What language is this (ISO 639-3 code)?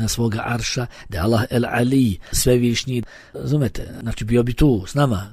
bos